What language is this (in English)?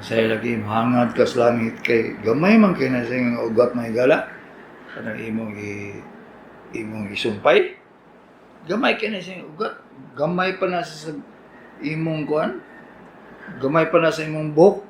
Cebuano